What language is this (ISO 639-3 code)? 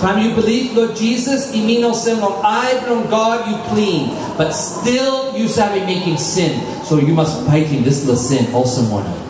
tpi